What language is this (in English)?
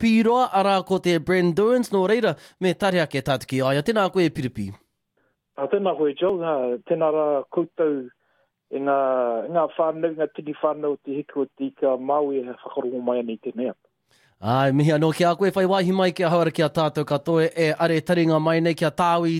Māori